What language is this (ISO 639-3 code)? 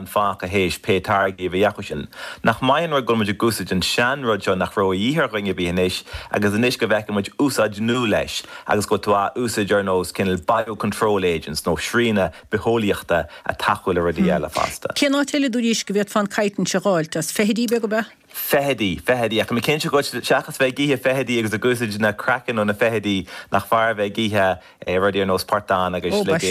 gle